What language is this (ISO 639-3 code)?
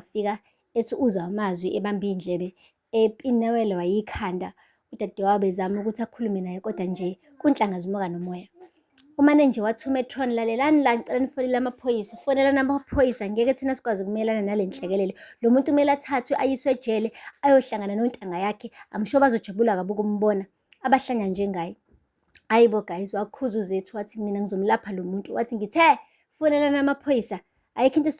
zul